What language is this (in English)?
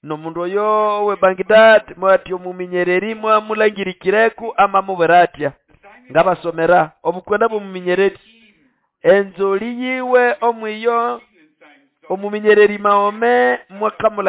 Nande